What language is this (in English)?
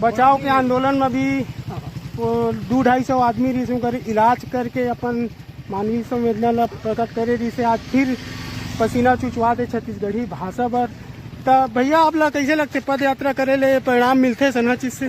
Chhattisgarhi